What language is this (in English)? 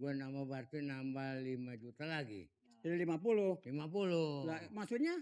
Betawi